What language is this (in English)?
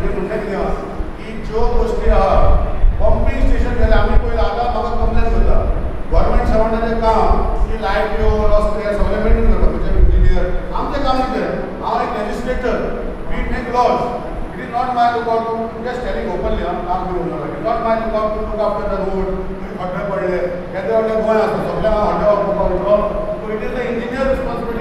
Konkani